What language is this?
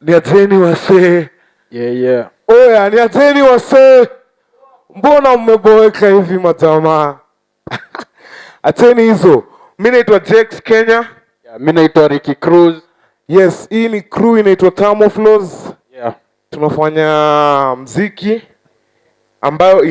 Luo (Kenya and Tanzania)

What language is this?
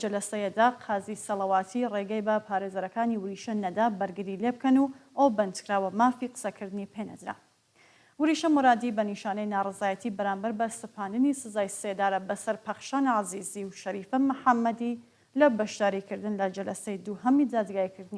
Central Kurdish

